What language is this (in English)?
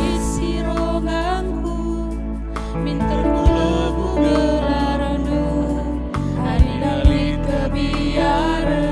Batak Karo